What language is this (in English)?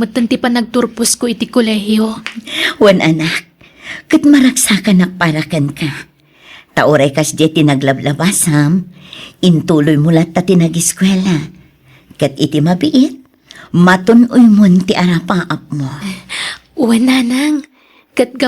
Iloko